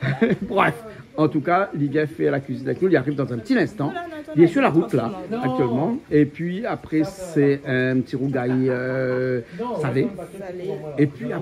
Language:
Réunion Creole French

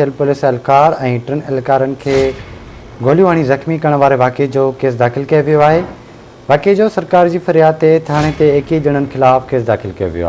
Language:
Sindhi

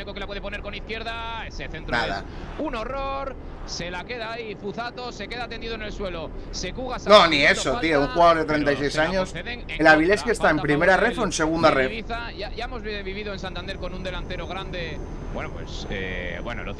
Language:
Spanish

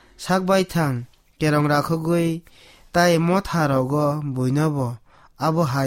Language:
Kok Borok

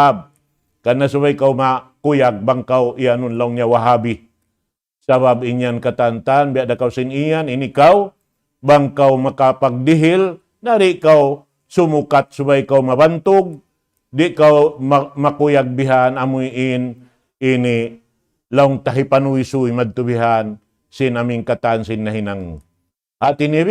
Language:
Tausug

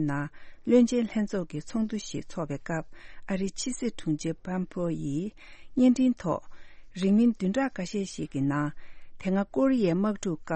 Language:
Tibetan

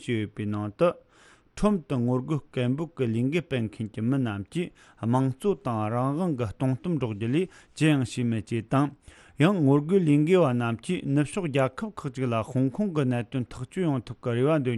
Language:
Tibetan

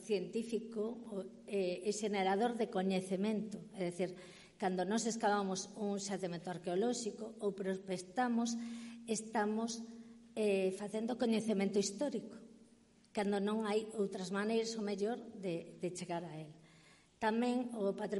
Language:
Galician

